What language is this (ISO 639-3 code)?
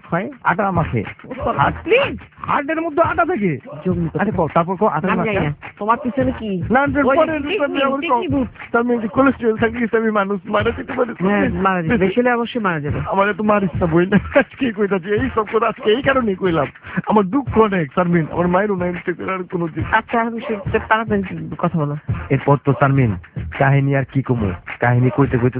ben